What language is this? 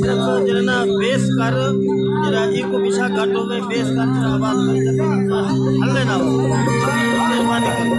Saraiki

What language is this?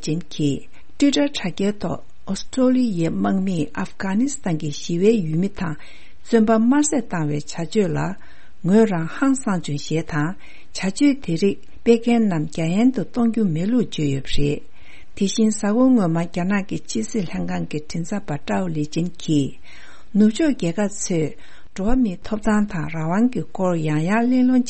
Tibetan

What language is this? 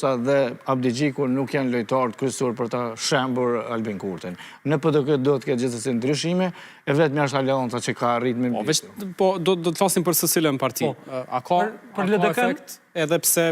Albanian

